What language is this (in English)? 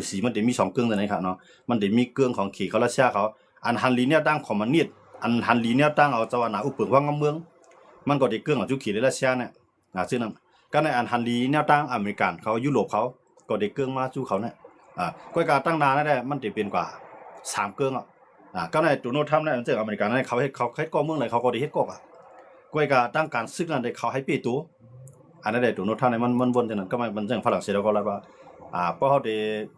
Shan